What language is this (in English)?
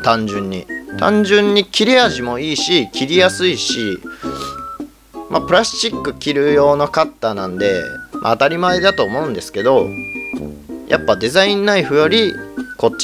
Japanese